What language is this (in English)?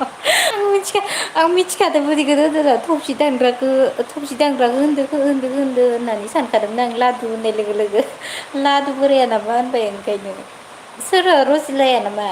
Bodo